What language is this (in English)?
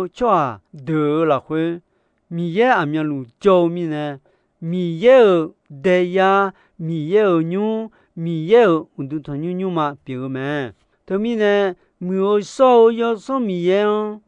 Akha